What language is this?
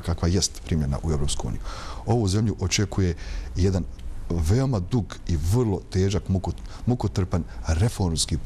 Bosnian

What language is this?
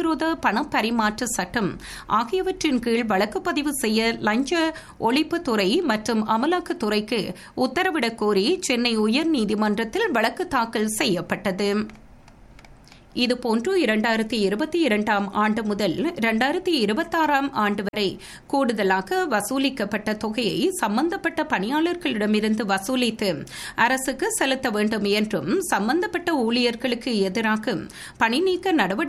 Tamil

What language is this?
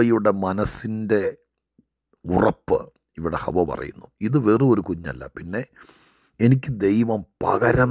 Malayalam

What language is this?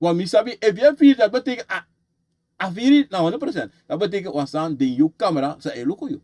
Sranan Tongo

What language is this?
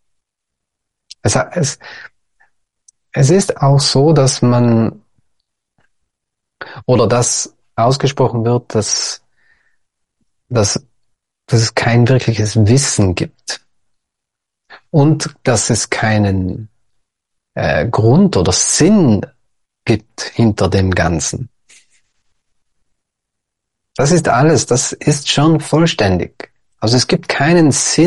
German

